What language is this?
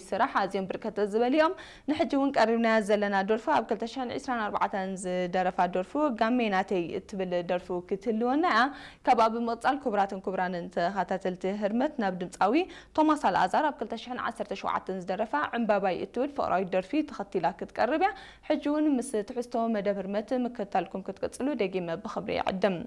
Tigrinya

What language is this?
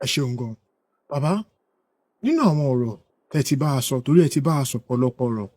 Yoruba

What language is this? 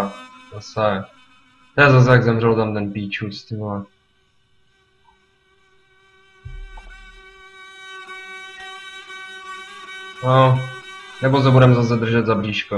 Czech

